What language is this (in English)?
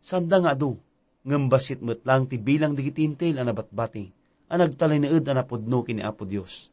Iloko